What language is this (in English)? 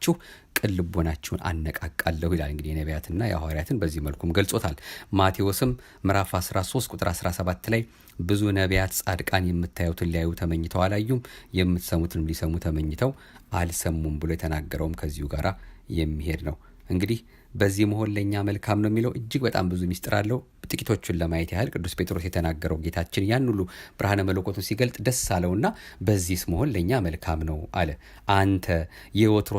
Amharic